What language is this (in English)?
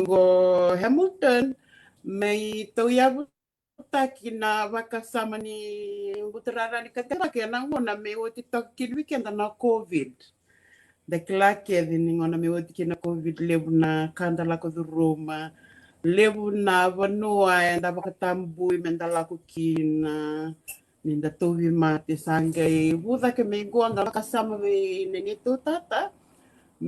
Fijian